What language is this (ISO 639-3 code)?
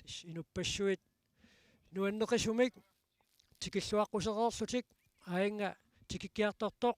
kal